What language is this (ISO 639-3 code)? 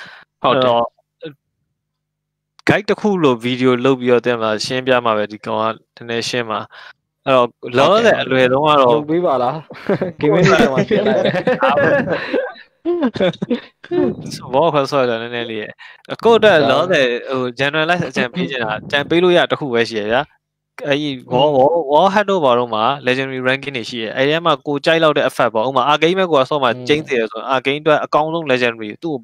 mya